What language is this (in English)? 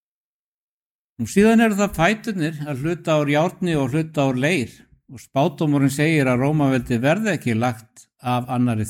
Icelandic